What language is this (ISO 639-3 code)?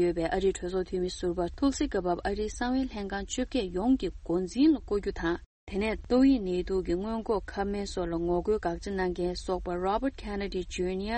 bod